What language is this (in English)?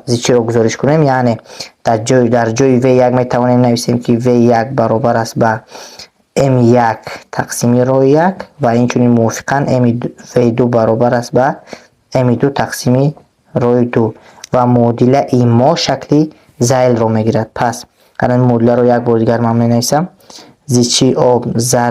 Tajik